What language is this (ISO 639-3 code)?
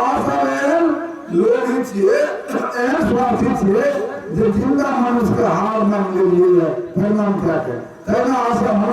mai